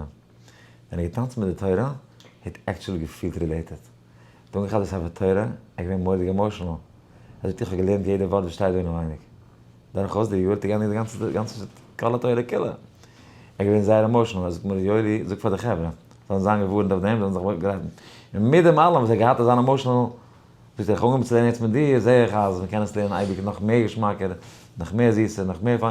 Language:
Yiddish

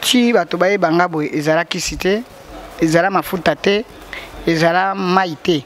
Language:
Lingala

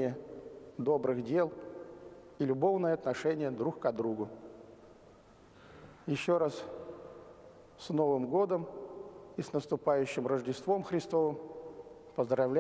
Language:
Russian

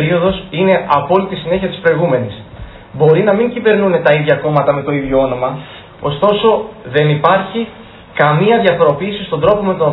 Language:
Greek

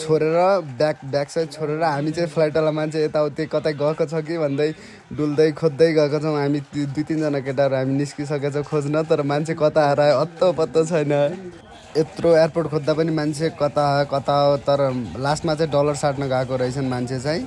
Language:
Nepali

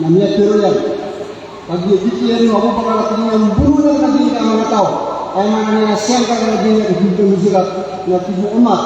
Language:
Maranao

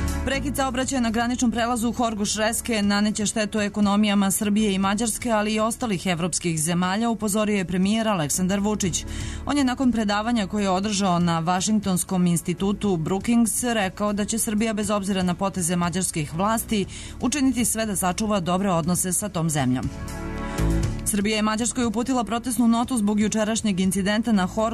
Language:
Serbian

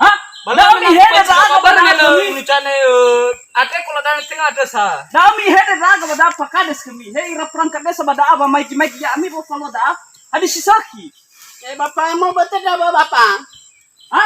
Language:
Nias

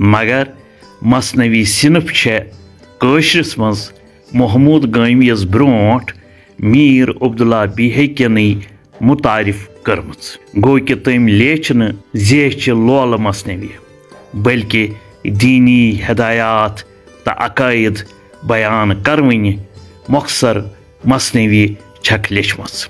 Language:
Kashmiri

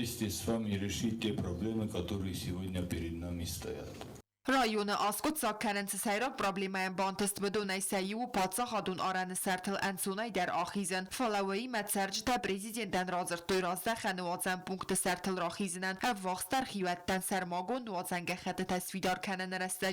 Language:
Ossetic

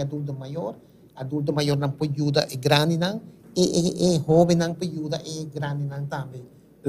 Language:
Papiamento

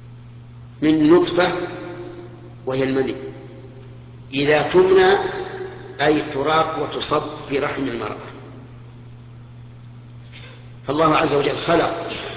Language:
Arabic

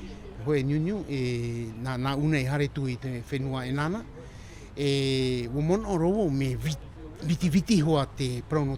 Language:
Tahitian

